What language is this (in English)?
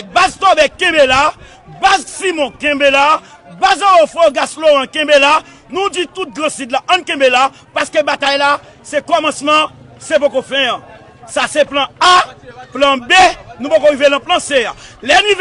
Haitian Creole